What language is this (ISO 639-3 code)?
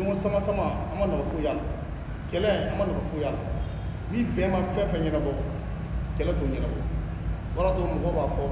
bam